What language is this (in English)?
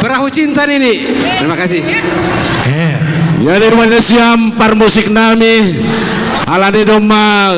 Batak Simalungun